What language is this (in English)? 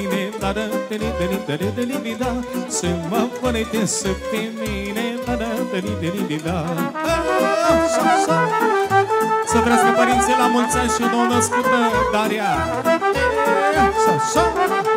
Romanian